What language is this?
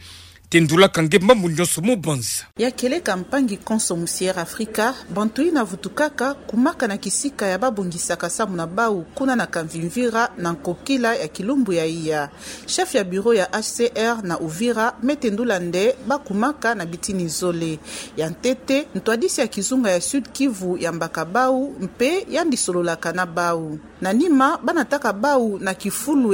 Kituba (Democratic Republic of Congo)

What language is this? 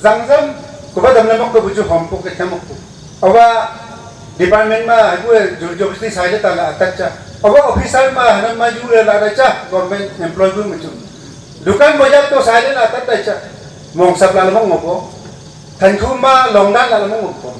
Wancho Naga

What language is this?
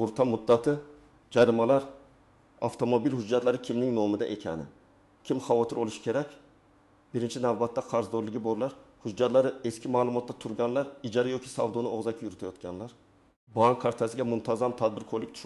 Uzbek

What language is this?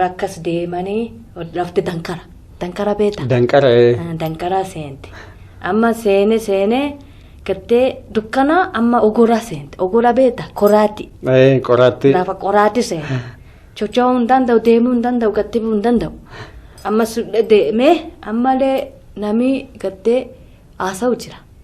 Oromo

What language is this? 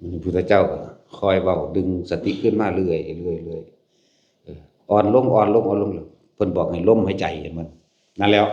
Lao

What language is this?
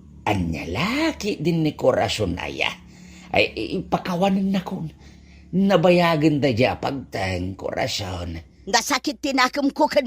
Iloko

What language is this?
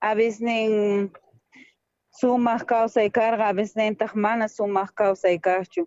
South Bolivian Quechua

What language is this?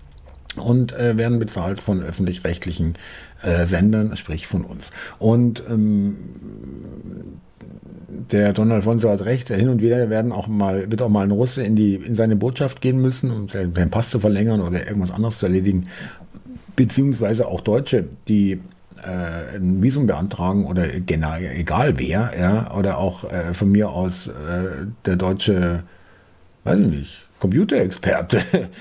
German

